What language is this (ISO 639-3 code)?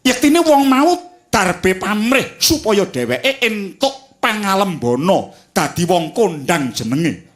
jav